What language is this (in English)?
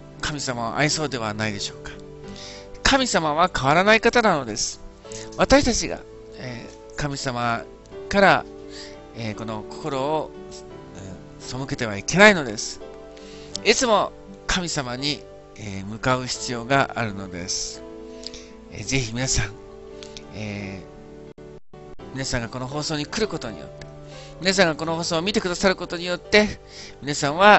Japanese